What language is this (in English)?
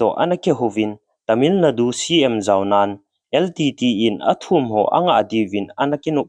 Thado Chin